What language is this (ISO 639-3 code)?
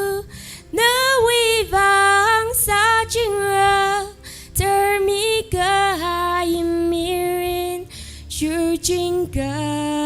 nmf